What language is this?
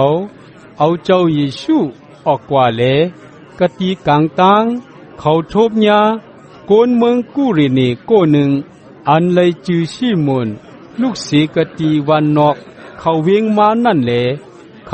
Shan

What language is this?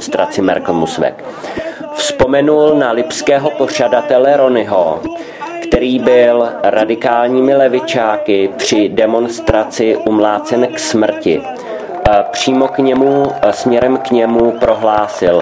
Czech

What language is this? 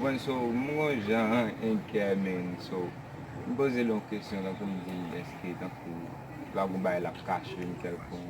Haitian Creole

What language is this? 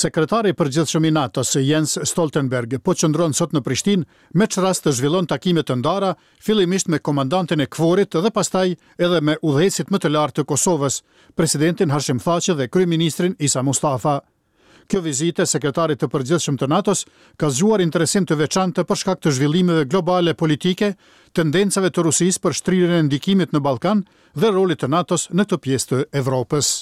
Albanian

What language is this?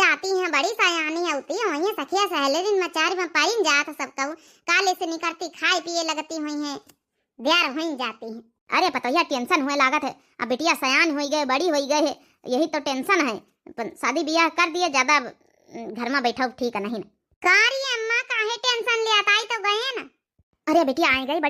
Awadhi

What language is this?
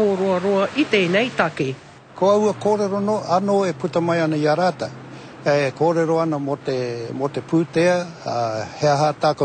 Māori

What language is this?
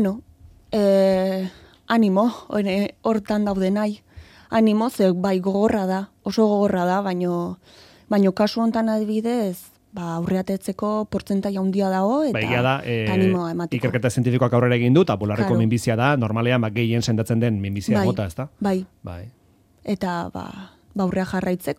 Basque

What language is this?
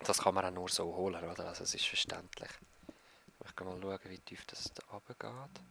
Swiss German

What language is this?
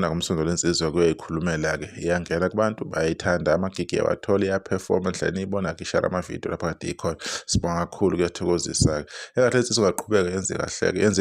Zulu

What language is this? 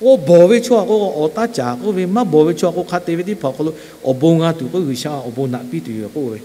Lahu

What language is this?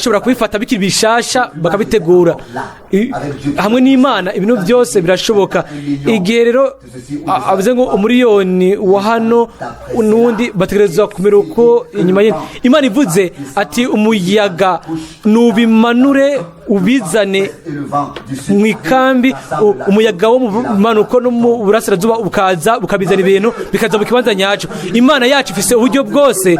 Rundi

